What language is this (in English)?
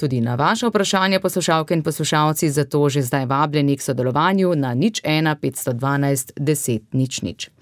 Slovenian